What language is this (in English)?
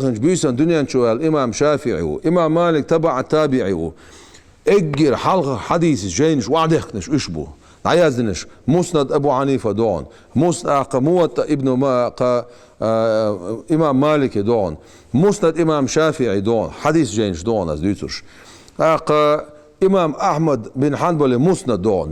Chechen